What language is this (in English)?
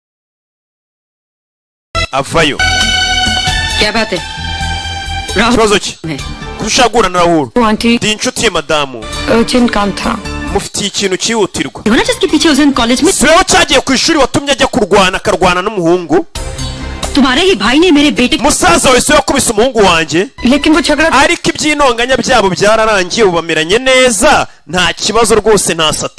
Kinyarwanda